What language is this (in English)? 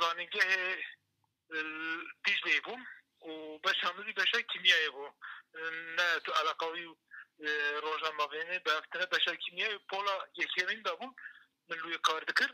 Kurdish